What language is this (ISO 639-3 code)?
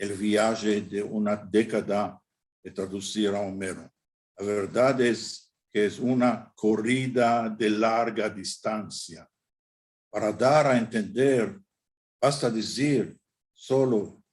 lad